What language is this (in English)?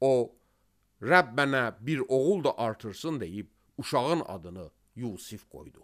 Azerbaijani